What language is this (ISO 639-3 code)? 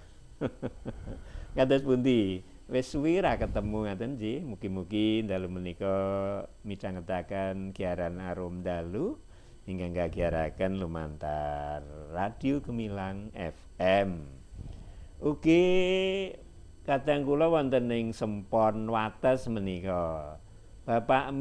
jav